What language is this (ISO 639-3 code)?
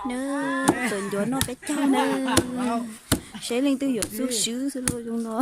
hmn